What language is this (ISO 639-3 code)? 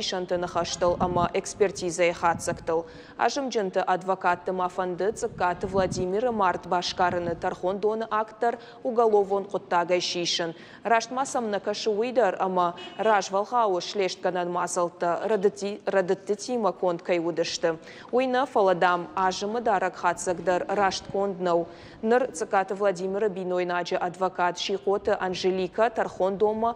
oss